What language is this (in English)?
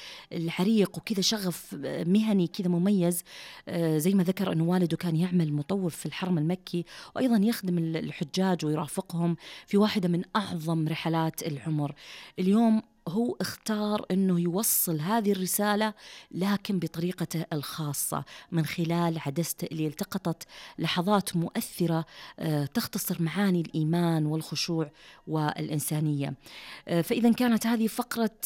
Najdi Arabic